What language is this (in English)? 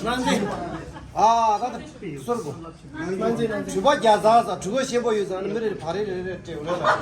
Tibetan